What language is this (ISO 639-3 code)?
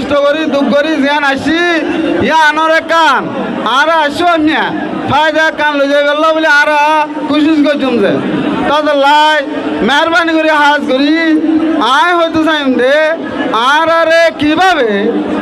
rhg